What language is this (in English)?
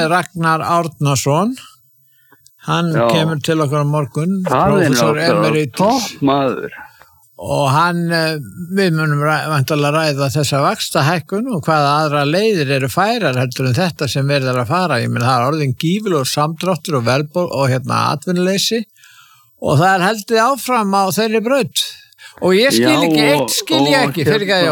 Icelandic